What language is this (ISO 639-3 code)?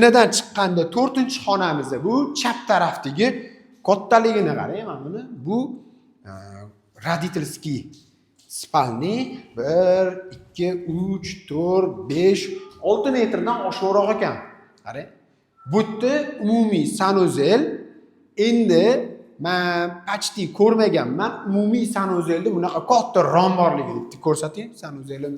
uzb